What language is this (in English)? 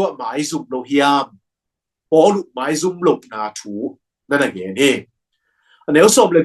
Tedim Chin